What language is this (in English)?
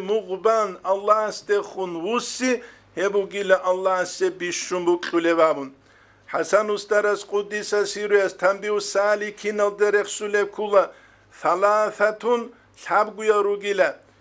Avaric